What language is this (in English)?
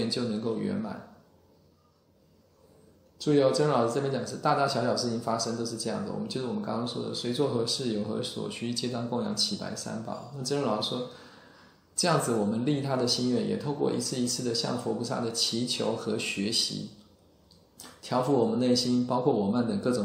Chinese